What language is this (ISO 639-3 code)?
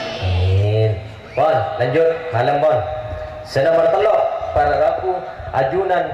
mad